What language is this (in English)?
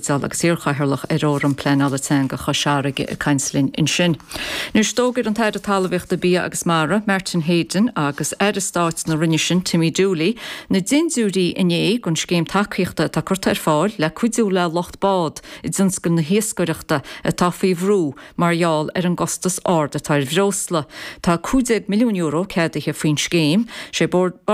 Irish